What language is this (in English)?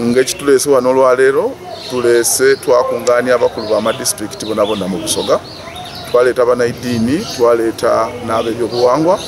Soga